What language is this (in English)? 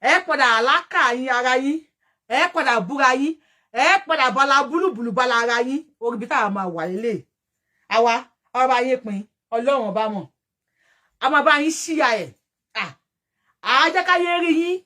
Yoruba